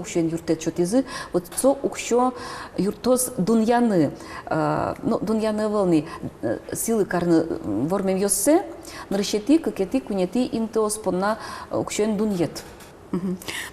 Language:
Udmurt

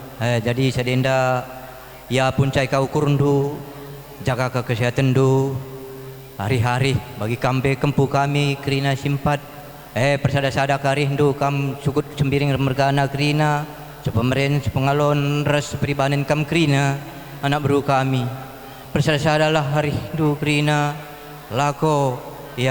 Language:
Batak Karo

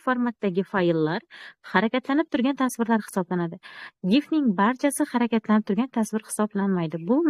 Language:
Uzbek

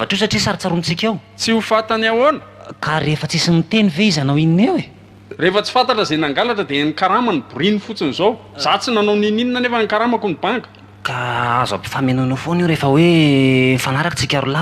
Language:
Malagasy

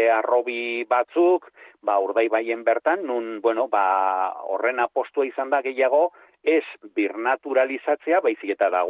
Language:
Basque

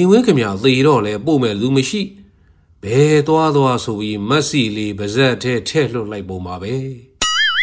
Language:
Burmese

